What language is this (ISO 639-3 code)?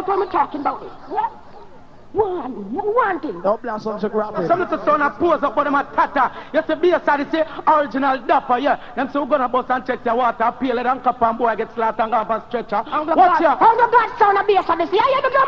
jam